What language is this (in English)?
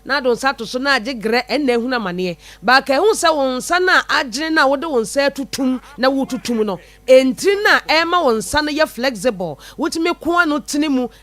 Akan